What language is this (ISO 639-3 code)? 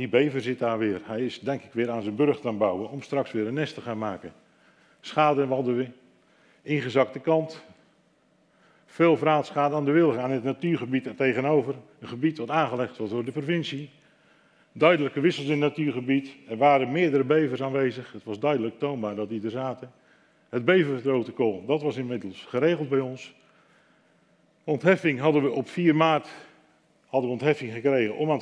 nld